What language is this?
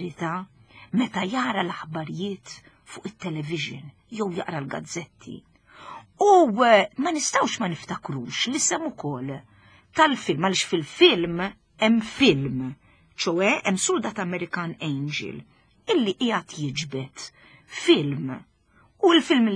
Maltese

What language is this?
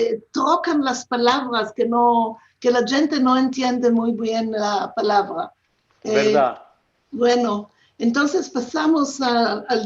Ladino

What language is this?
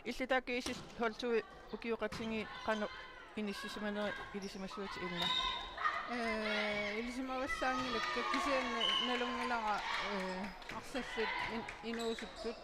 Kalaallisut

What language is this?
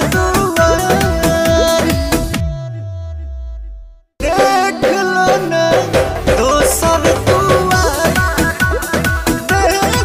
Bhojpuri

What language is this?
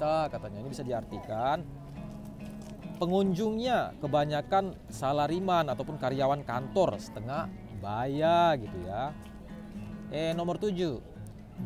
Indonesian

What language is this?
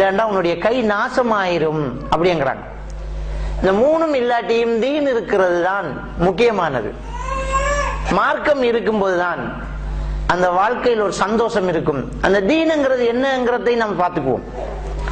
Tamil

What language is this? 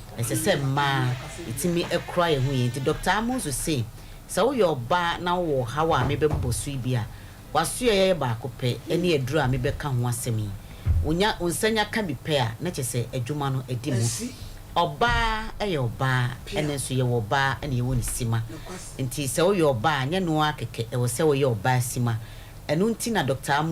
Akan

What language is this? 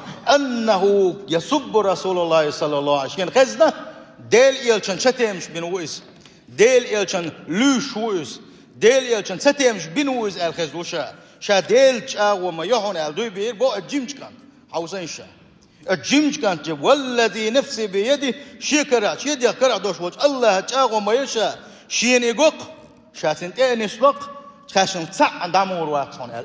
Chechen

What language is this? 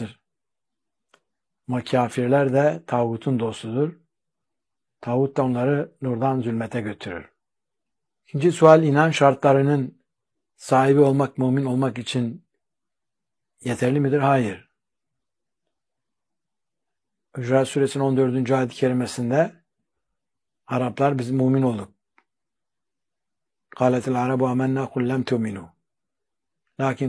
Turkish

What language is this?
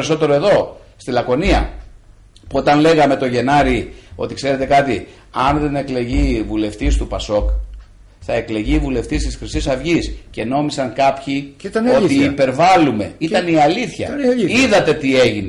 Greek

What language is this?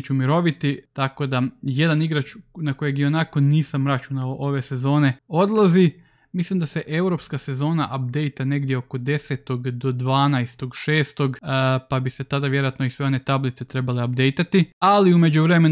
Croatian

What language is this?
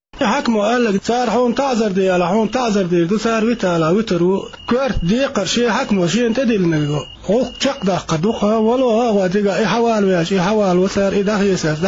Chechen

